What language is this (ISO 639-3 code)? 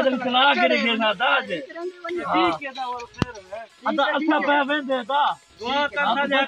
skr